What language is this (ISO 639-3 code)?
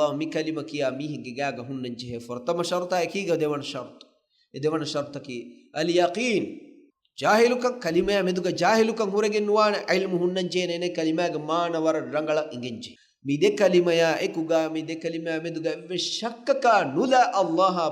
div